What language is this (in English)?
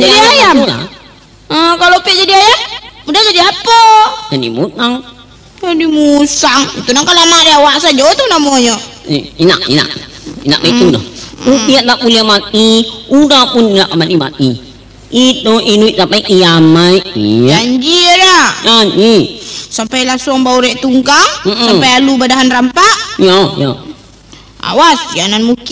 Minangkabau